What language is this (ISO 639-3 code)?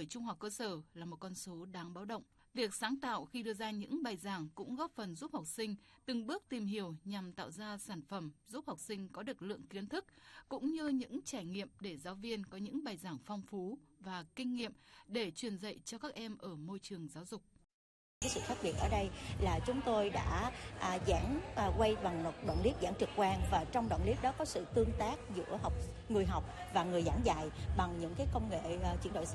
vie